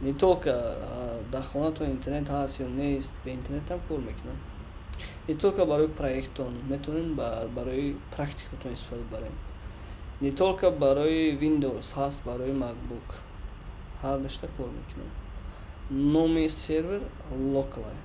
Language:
Tajik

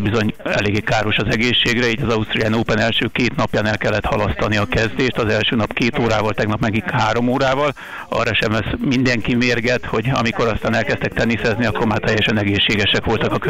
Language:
Hungarian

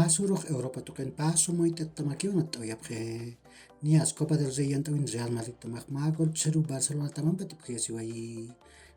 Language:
Aymara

